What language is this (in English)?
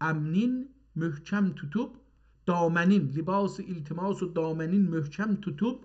South Azerbaijani